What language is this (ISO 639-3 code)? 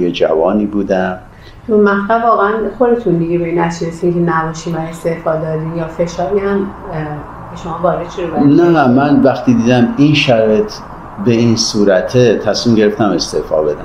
fas